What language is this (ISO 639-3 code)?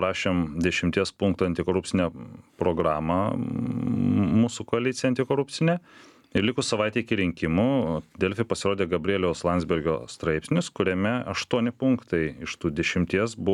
lit